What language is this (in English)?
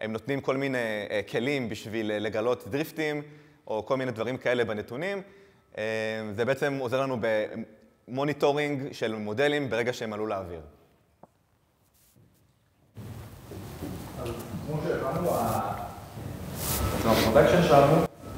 Hebrew